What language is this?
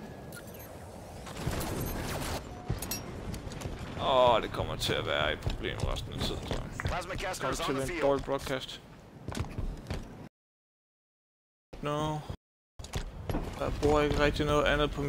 Danish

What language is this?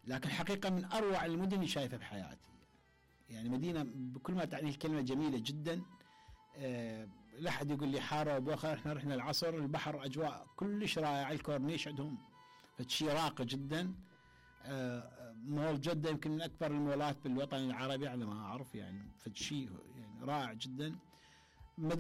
Mesopotamian Arabic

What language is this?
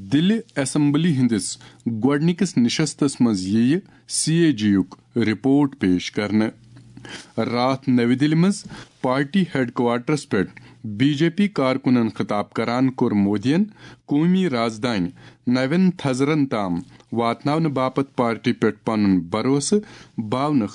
Kashmiri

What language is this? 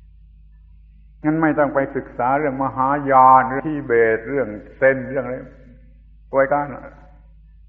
Thai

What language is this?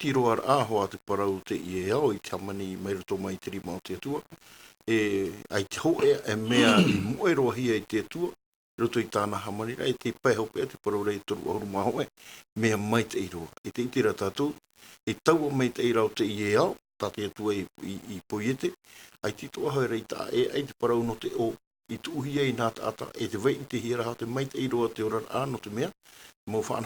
Tahitian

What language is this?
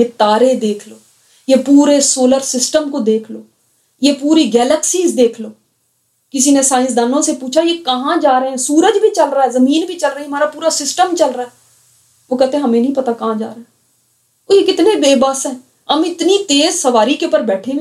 Urdu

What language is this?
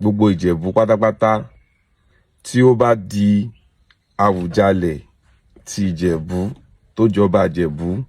Yoruba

